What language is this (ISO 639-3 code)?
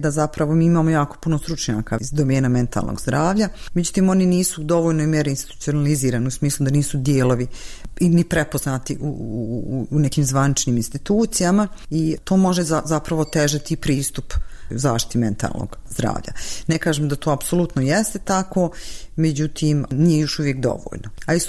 bos